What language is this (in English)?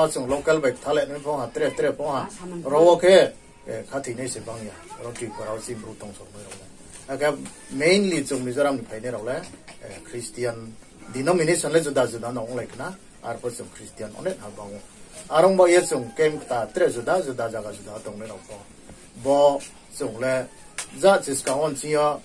Riang (India)